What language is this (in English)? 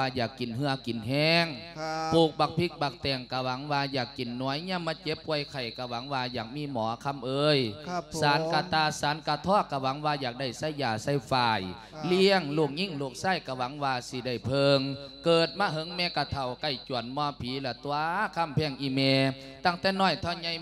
Lao